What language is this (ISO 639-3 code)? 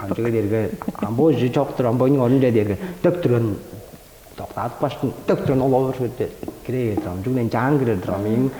tyv